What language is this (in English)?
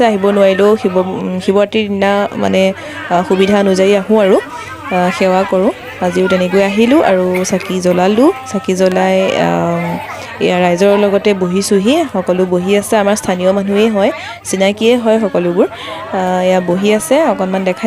Assamese